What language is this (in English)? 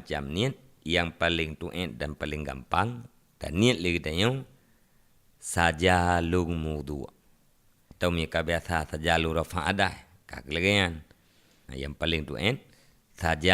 Achinese